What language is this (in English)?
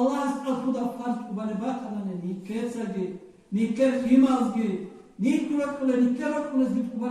Avaric